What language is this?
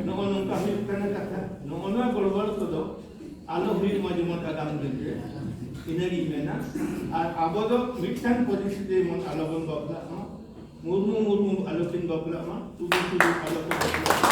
Santali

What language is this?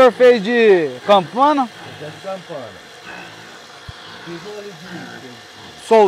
Portuguese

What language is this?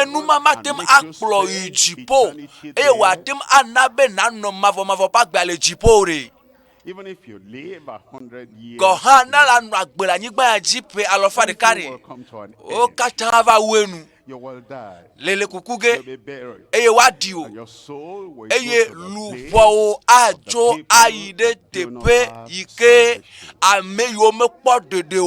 Ewe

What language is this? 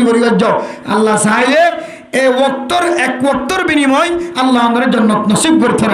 Rohingya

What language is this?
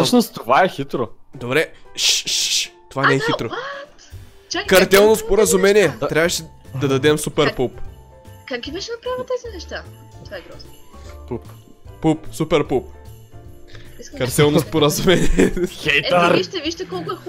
Bulgarian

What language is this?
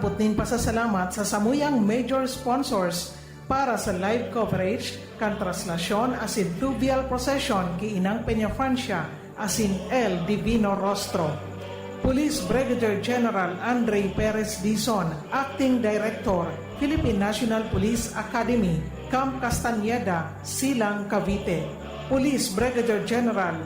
Bikol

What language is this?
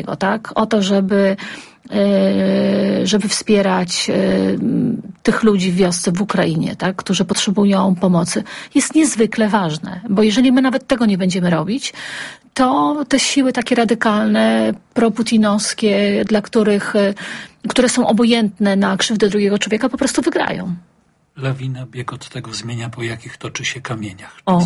Polish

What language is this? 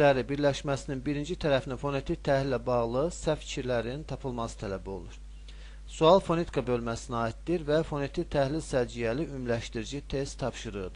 Azerbaijani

